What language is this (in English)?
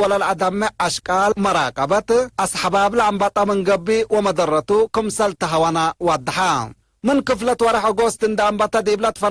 Tigre